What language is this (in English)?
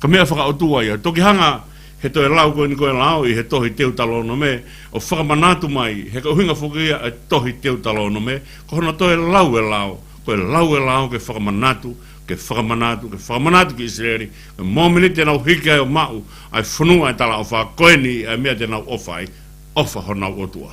Tongan